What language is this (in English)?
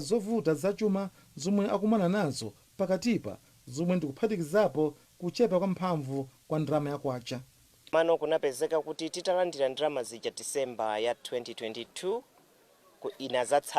Nyanja